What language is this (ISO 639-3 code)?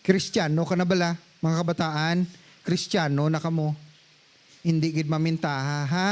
hil